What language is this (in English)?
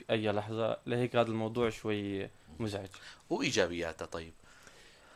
North Levantine Arabic